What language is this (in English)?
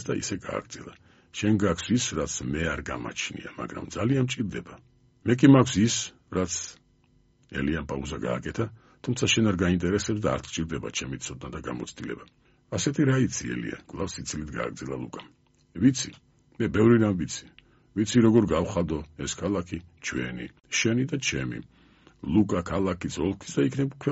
Georgian